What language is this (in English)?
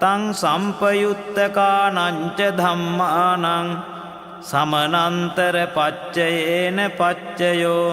Pali